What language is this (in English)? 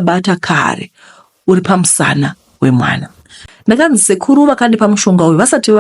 Shona